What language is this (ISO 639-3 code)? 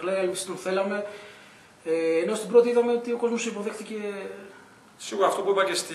ell